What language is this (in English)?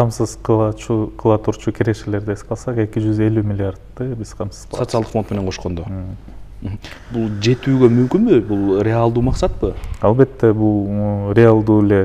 Kyrgyz